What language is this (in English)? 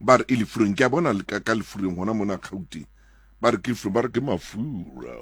Southern Sotho